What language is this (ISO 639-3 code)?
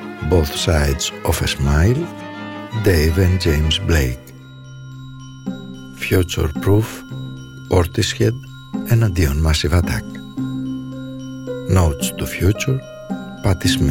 ell